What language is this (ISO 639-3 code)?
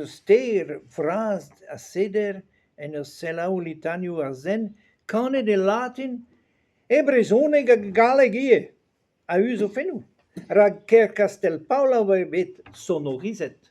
bre